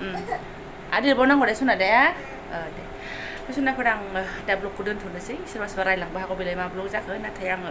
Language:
Bodo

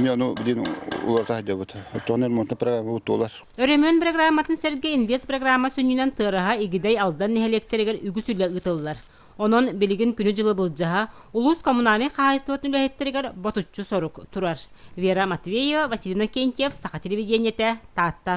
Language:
Yakut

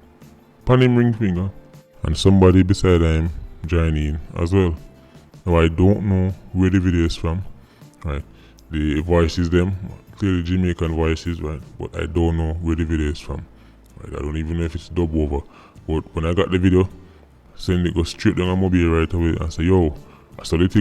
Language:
Jamaican Creole English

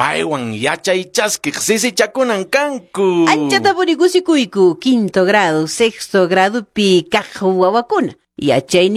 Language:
Quechua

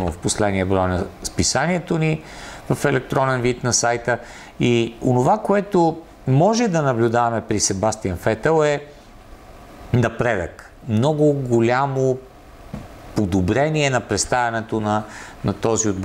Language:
Bulgarian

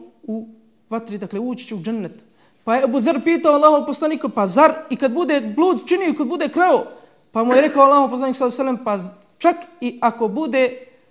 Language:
Bosnian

